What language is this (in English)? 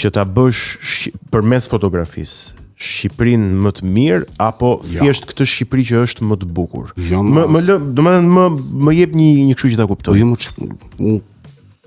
Albanian